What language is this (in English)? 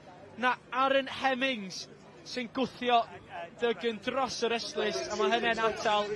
Welsh